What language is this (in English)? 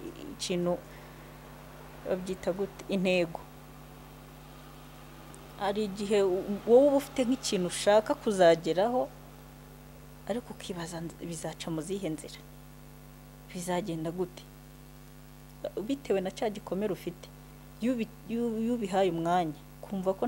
Kinyarwanda